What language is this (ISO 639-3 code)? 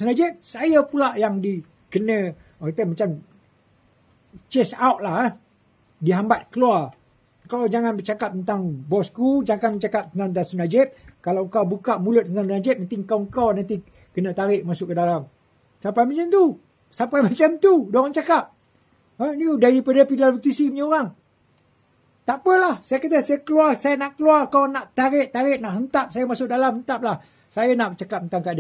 msa